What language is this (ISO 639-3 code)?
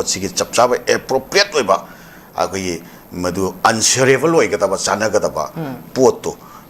mni